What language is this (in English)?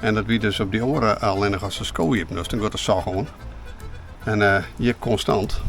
Western Frisian